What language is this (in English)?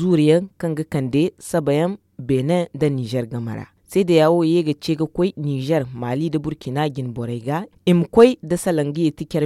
Zarma